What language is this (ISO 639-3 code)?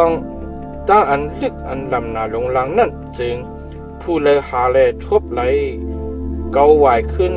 shn